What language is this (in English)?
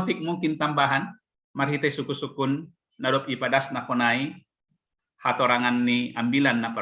Batak Simalungun